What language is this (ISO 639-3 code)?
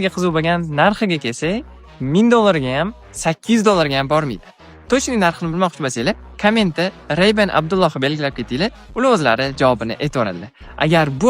uzb